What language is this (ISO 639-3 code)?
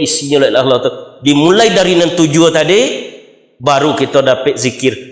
min